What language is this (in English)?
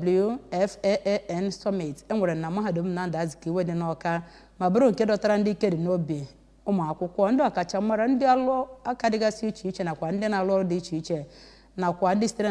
Igbo